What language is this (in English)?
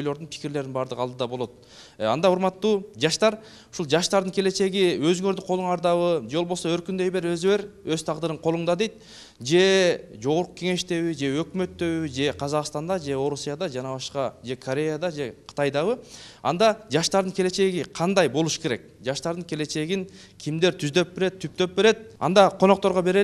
Kyrgyz